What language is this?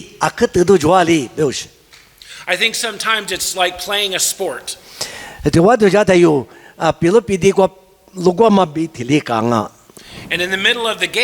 Lisu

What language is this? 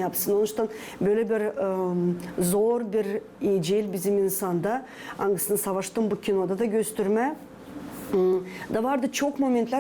Gagauz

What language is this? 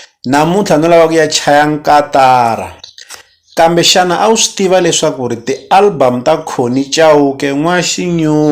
Tsonga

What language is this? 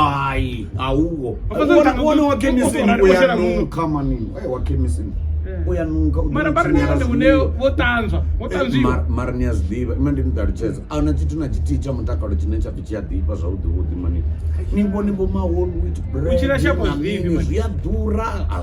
Venda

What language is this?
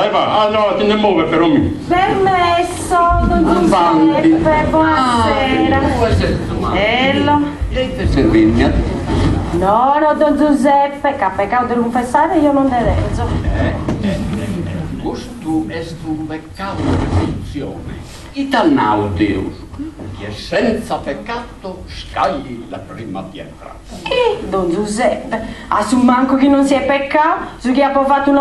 Sardinian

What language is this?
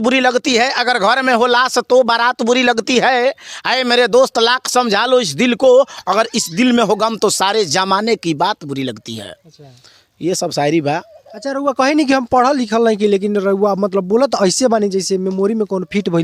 Bhojpuri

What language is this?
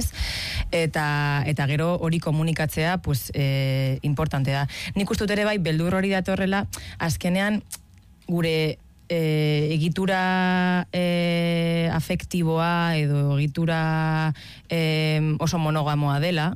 Basque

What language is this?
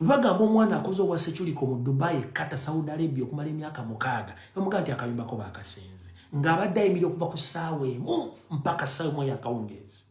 Ganda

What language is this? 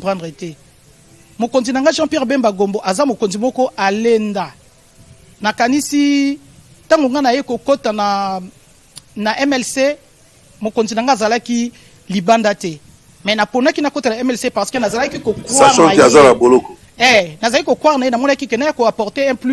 Lingala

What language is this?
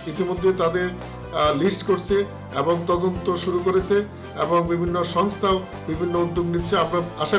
Bangla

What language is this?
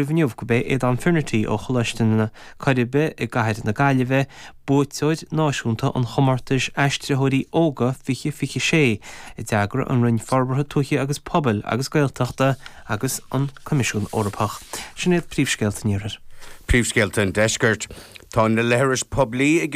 Irish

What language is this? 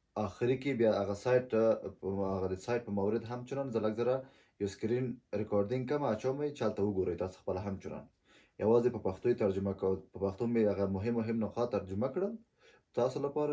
Pashto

